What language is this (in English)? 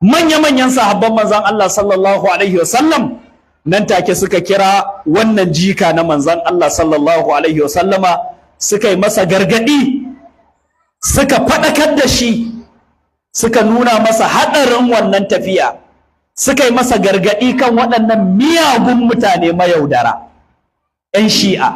Hausa